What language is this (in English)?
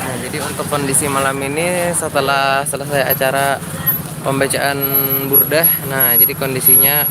Banjar